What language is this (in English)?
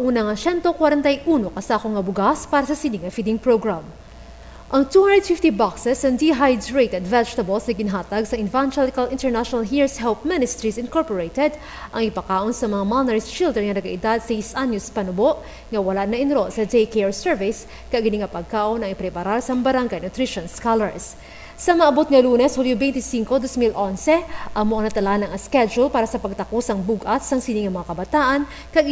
Hiligaynon